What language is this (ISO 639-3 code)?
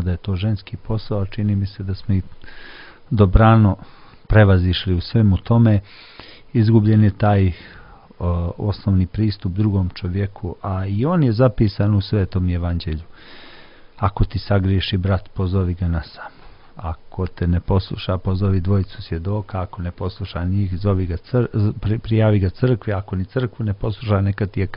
srp